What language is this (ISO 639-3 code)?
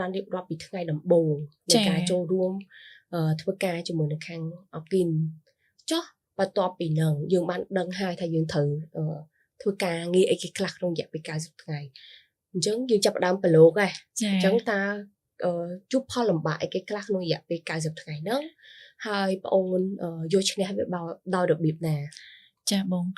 khm